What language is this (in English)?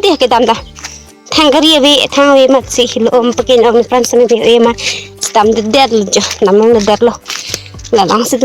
Karbi